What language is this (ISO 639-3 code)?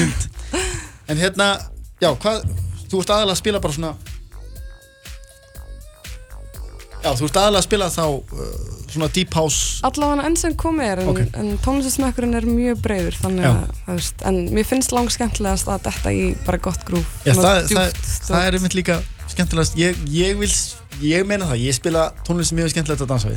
isl